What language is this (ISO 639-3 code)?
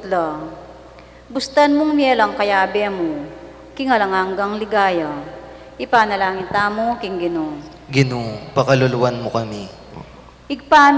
pam